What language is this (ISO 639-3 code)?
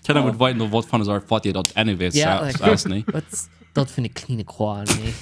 pdt